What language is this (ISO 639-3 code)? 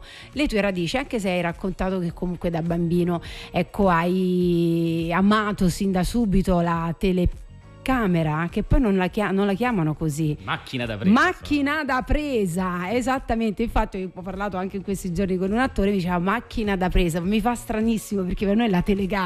ita